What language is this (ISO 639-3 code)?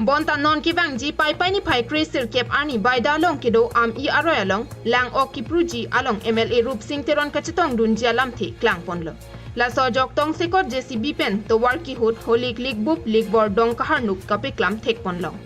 mjw